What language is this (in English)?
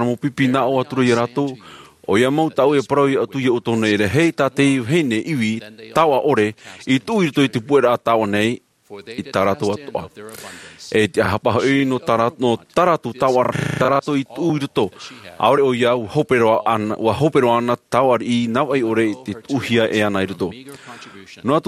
Tahitian